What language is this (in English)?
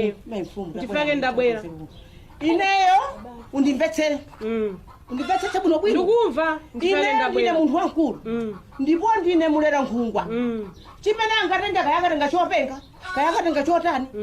Nyanja